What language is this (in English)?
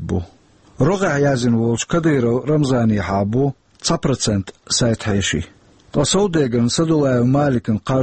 Chechen